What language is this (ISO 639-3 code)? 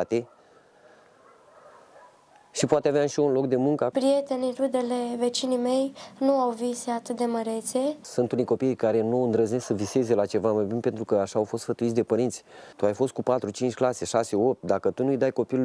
ron